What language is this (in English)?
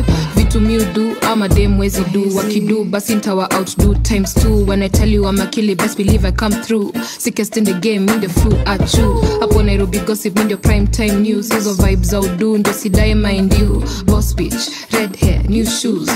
Swahili